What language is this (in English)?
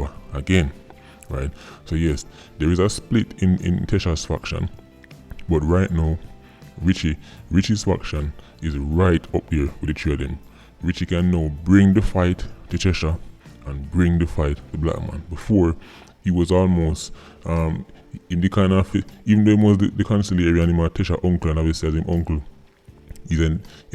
Jamaican Creole English